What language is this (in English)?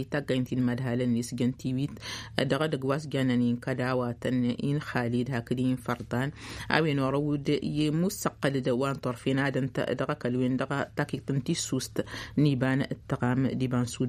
Tamasheq